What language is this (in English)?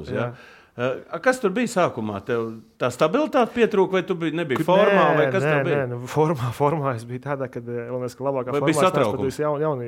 Latvian